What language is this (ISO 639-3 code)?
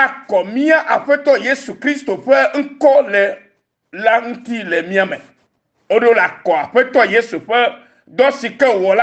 ewe